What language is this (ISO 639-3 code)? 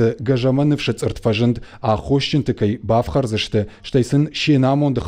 oss